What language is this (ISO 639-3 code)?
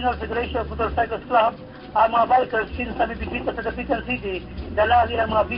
ceb